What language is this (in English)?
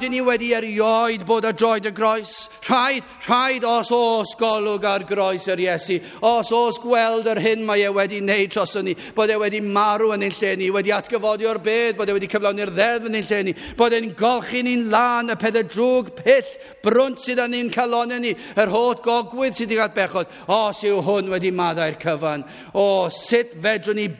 Welsh